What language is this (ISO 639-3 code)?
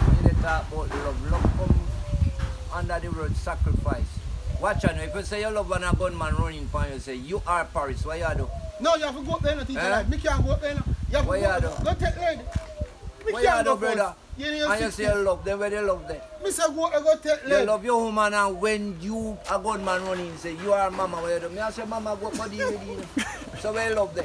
jam